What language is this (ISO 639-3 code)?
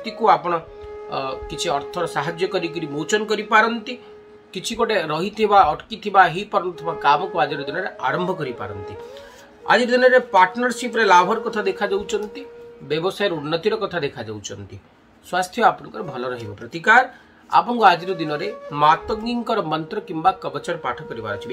ori